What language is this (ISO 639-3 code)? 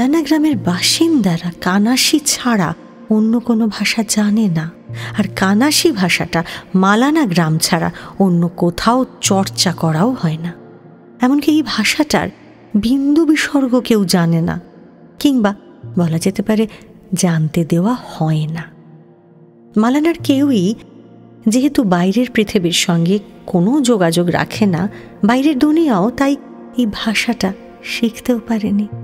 ben